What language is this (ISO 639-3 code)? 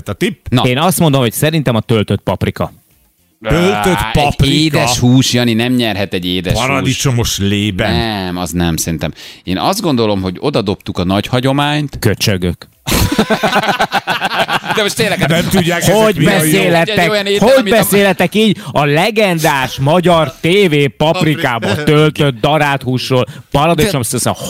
hun